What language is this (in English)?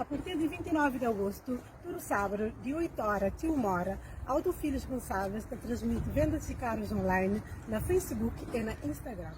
Kabuverdianu